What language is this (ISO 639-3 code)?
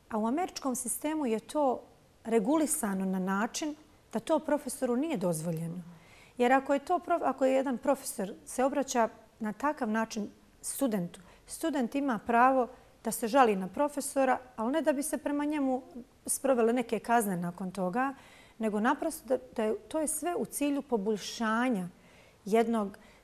bos